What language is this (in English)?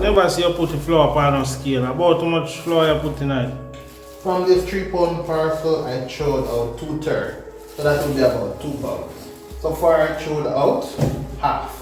Jamaican Creole English